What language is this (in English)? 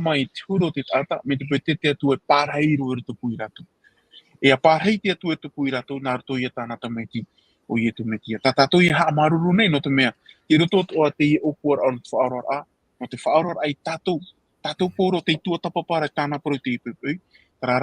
Tahitian